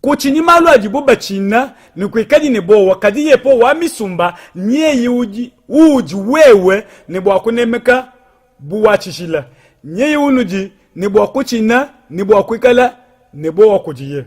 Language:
Luba-Lulua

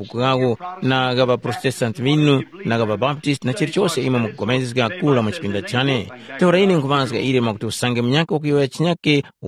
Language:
Tumbuka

